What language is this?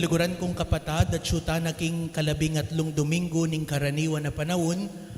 Pampanga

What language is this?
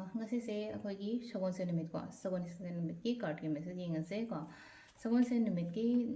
Manipuri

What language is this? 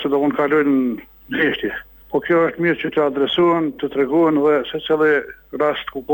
Albanian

